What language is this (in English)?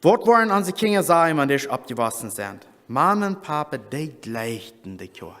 Plautdietsch